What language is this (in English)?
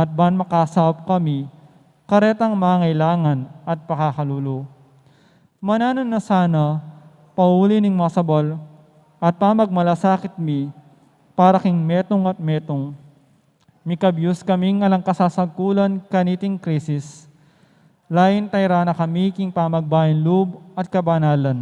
Pampanga